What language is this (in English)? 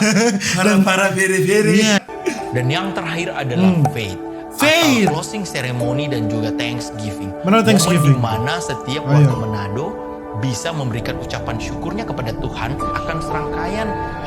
Manado Malay